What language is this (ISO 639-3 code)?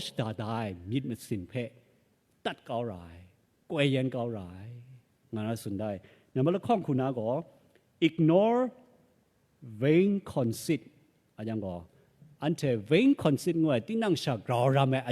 kac